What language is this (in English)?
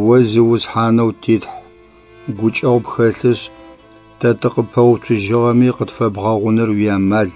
Adyghe